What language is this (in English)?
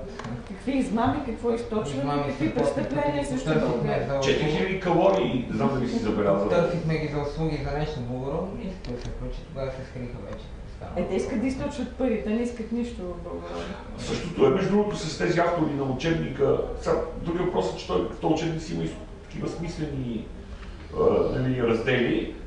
Bulgarian